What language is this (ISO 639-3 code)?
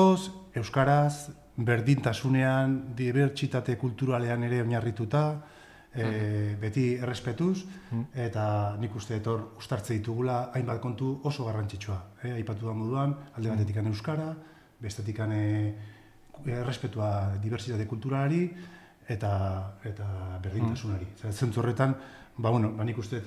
eus